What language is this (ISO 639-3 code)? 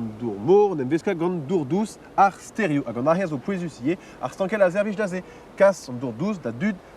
bre